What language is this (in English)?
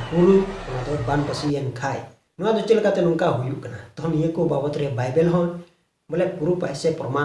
Santali